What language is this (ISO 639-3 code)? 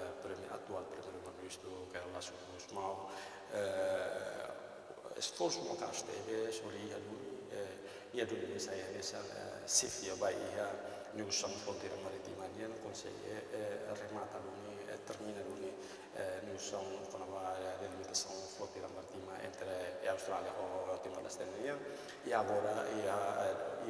tet